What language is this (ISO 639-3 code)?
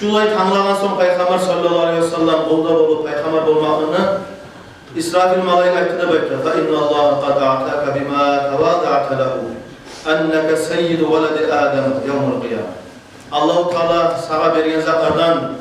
kum